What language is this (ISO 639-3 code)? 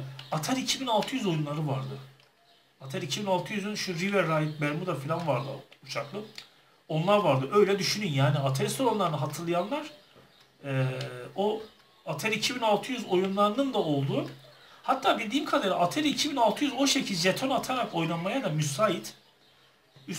tur